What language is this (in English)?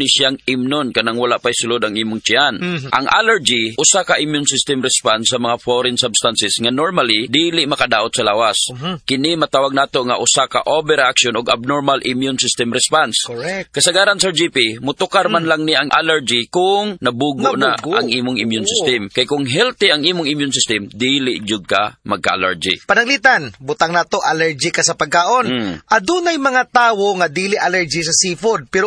Cebuano